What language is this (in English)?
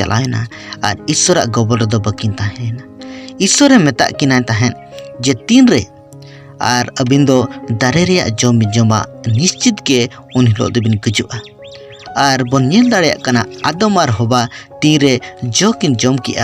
Santali